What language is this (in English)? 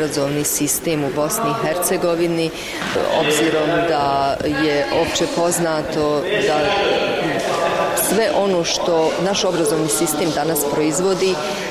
Bosnian